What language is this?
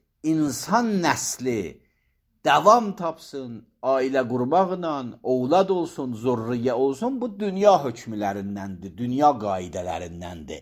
Azerbaijani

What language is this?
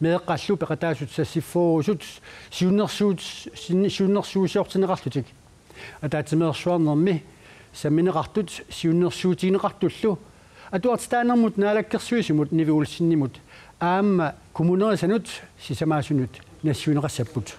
Kalaallisut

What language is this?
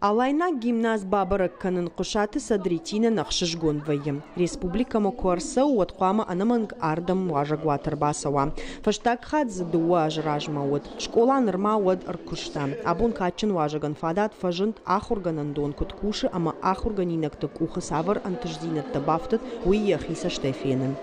Ossetic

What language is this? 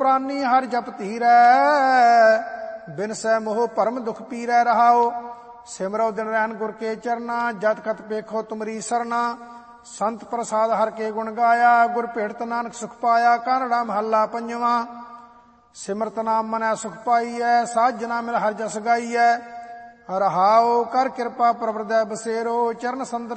Punjabi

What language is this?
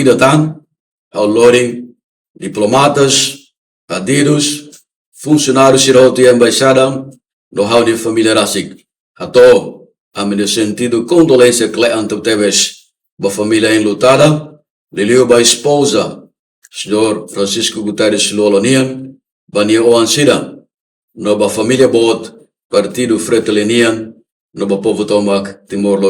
Tetum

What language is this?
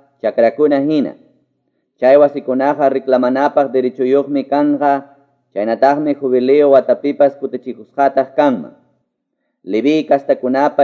Quechua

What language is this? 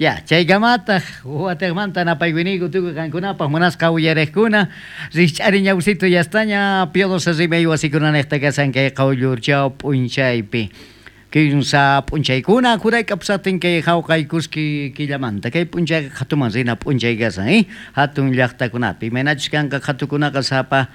South Bolivian Quechua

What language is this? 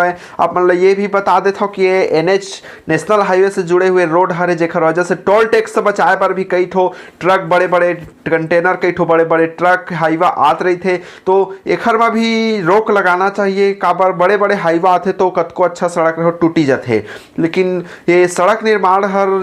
Chhattisgarhi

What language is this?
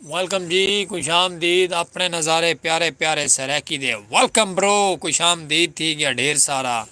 Saraiki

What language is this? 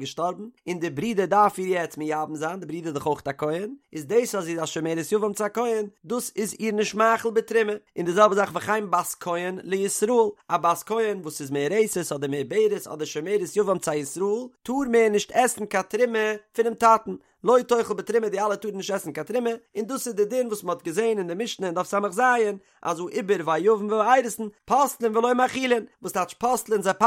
Yiddish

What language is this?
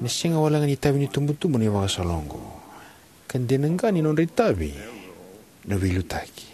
Fijian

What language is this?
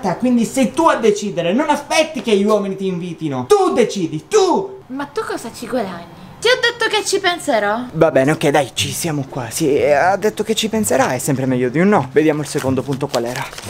Italian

